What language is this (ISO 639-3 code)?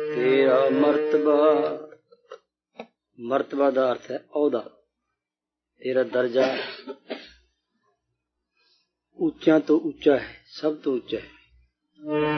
pan